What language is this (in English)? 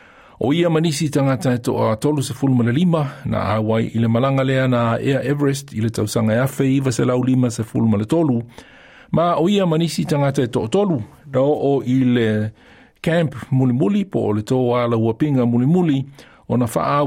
Samoan